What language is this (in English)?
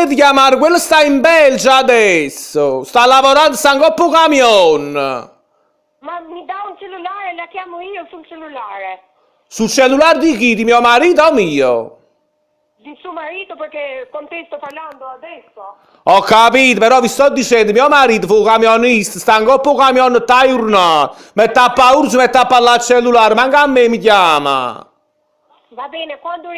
Neapolitan